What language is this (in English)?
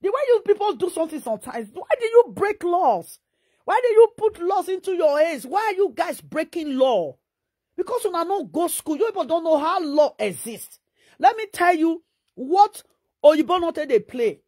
Nigerian Pidgin